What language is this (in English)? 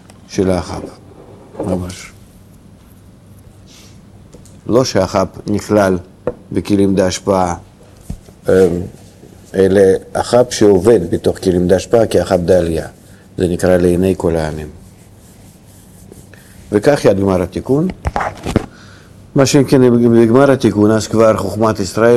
Hebrew